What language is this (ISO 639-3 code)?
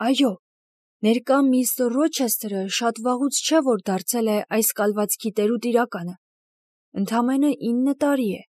hye